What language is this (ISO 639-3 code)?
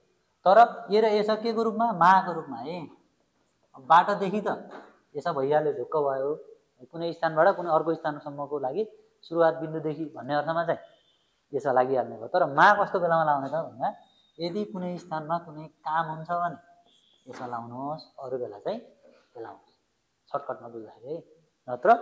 nep